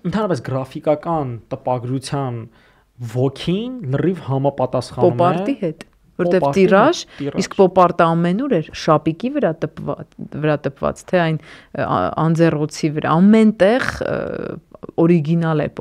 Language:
Armenian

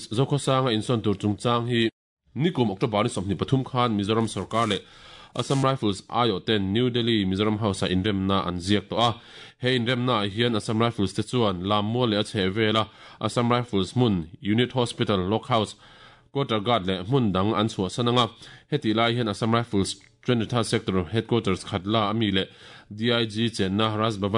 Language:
Mizo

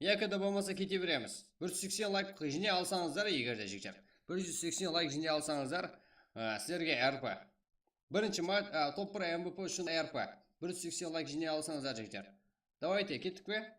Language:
Kara-Kalpak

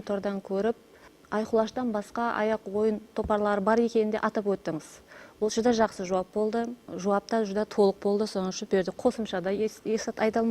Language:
Kara-Kalpak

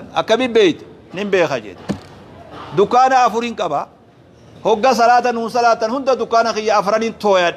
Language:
Oromo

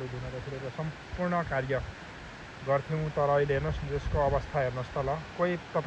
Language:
Nepali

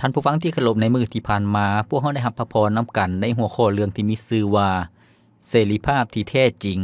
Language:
Lao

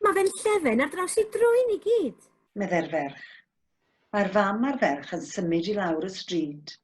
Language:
Welsh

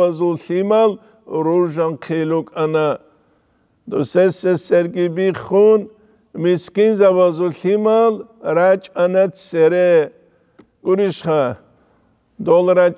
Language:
Avaric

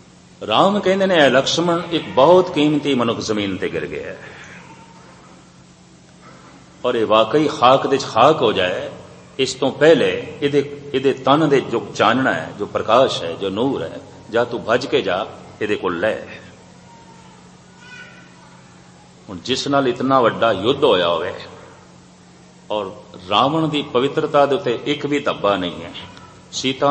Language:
Punjabi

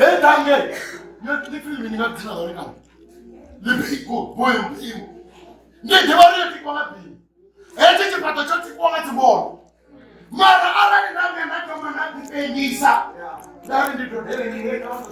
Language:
Venda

